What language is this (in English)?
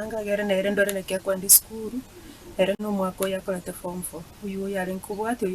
Gusii